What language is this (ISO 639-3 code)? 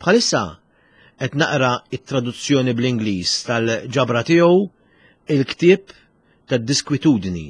mlt